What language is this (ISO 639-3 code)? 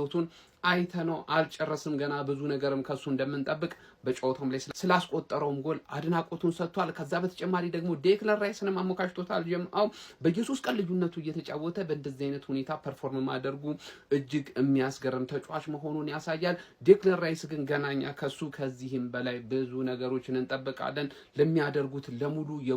amh